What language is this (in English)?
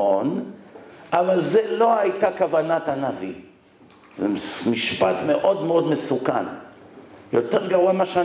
Hebrew